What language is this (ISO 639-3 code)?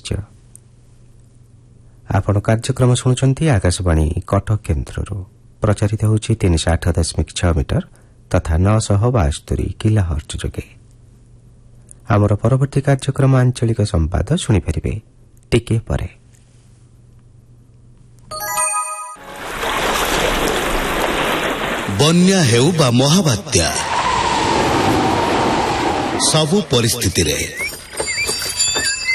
ori